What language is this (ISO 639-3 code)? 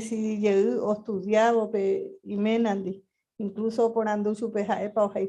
grn